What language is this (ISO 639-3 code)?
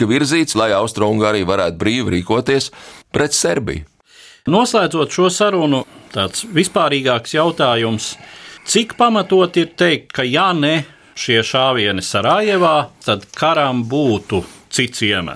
lav